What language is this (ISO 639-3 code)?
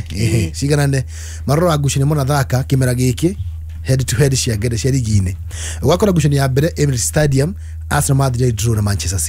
kik